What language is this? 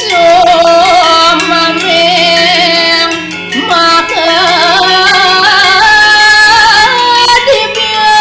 Balinese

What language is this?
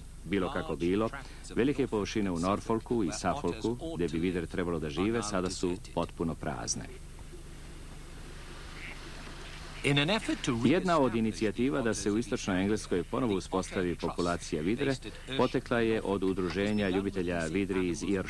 Serbian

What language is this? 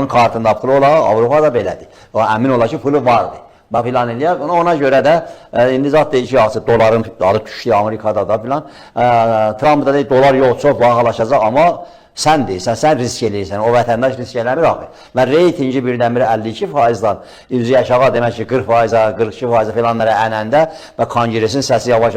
Azerbaijani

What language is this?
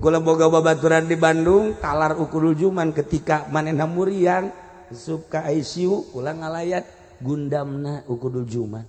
Sundanese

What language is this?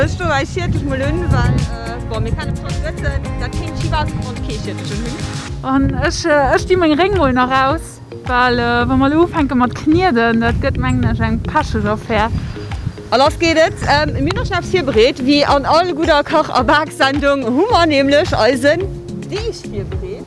Luxembourgish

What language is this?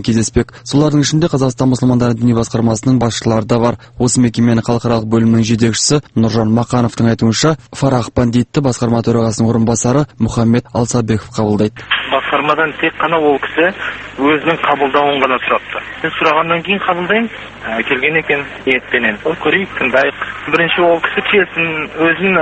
Kazakh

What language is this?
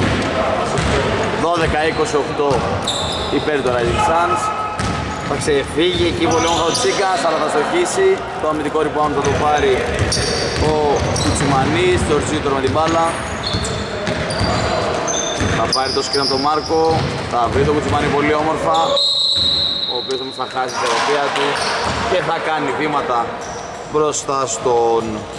Greek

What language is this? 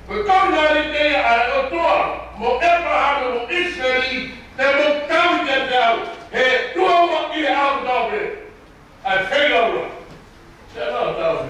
Tongan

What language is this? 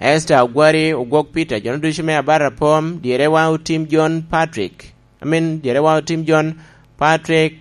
Lango (Uganda)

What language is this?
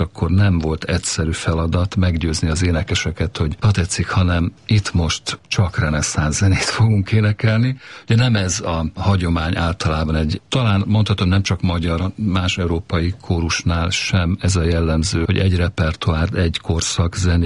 Hungarian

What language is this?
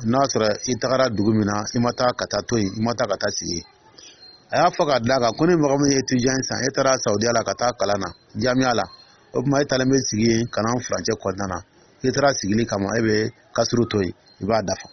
Dyula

